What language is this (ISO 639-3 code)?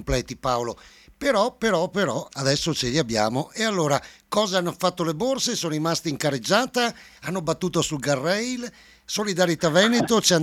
ita